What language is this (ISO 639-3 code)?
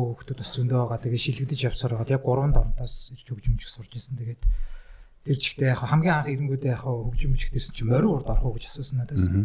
mon